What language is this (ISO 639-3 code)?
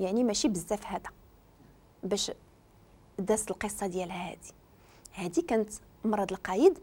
ary